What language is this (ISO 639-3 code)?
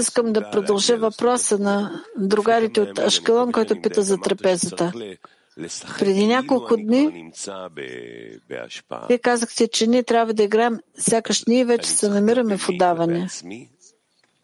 bul